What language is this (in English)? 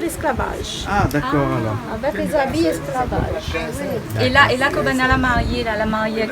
Réunion Creole French